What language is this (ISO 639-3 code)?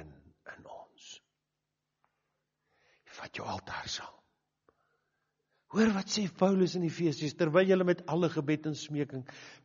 afr